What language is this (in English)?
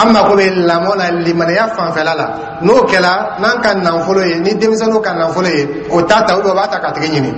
Dyula